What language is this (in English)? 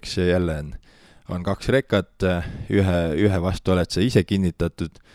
Estonian